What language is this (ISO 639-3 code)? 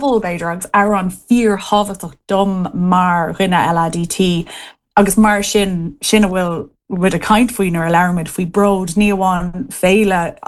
gle